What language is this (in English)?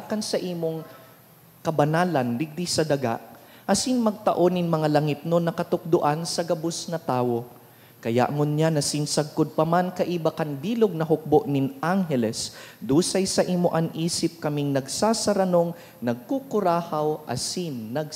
Bikol